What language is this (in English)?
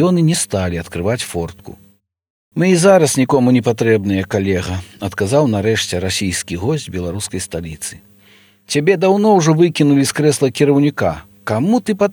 Belarusian